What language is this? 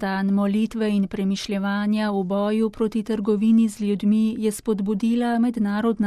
Slovenian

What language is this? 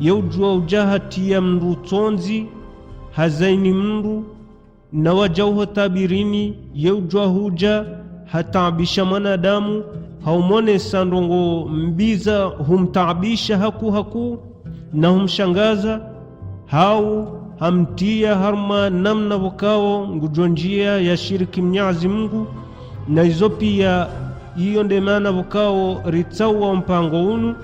Ngazidja Comorian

